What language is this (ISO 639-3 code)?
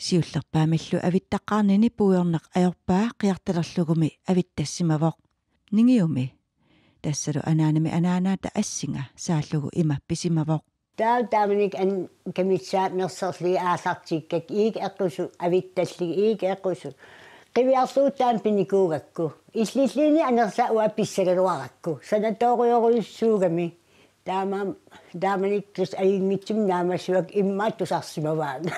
kal